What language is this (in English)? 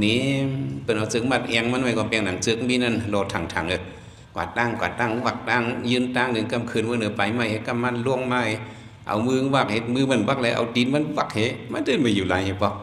Shan